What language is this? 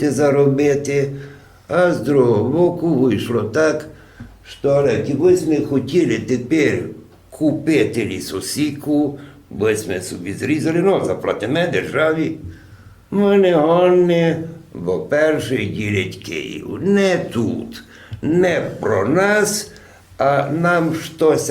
Rusyn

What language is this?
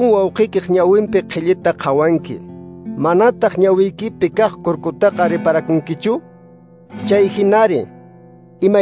Quechua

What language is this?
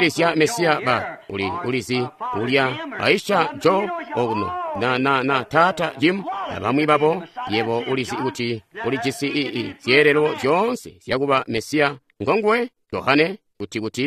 Tonga (Zambia)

